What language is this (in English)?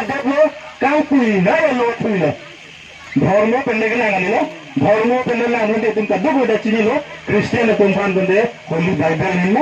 Karbi